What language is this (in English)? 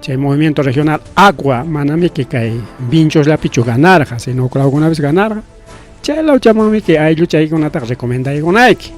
Ayacucho Quechua